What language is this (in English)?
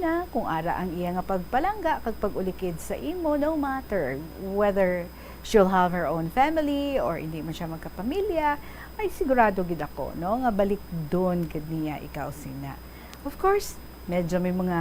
Hiligaynon